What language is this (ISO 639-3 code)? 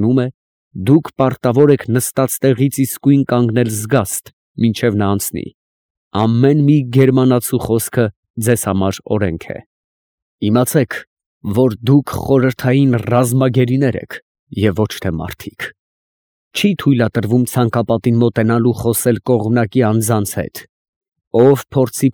hye